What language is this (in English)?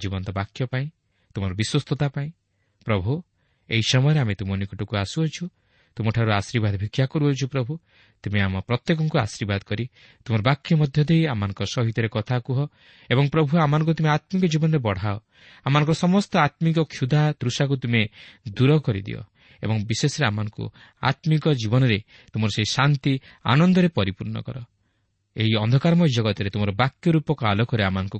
Odia